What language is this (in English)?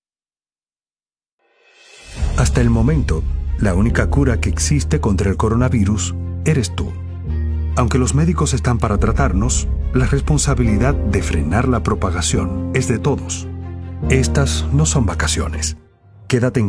Spanish